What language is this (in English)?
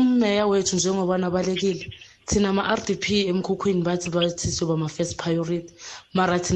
South Ndebele